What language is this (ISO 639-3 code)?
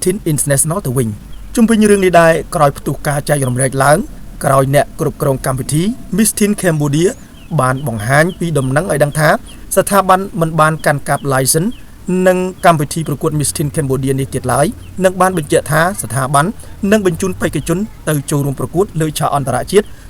khm